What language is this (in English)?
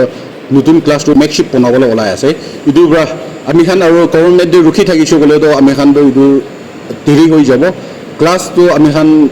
Naga Pidgin